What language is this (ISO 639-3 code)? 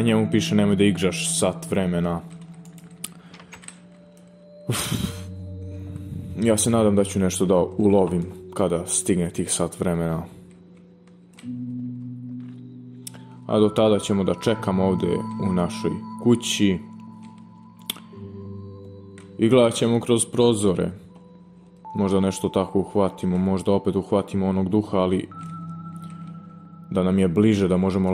srp